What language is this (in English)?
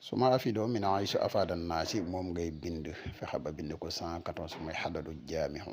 Wolof